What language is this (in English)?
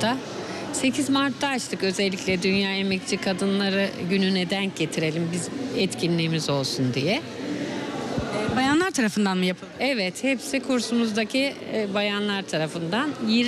Turkish